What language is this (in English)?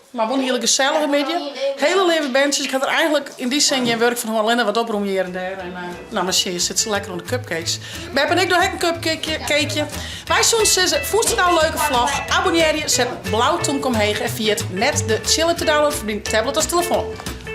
Western Frisian